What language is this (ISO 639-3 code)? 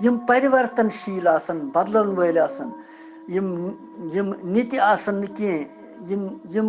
kas